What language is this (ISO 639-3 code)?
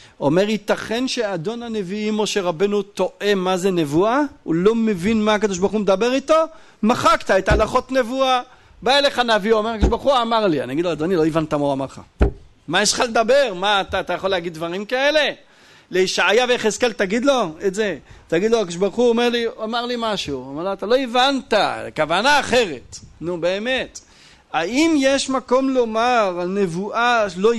heb